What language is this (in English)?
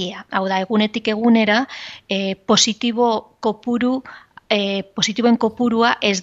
Basque